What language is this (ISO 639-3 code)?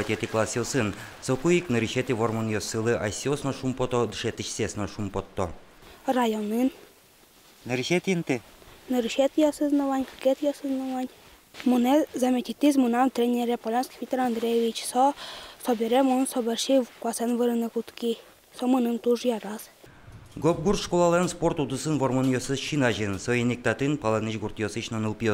udm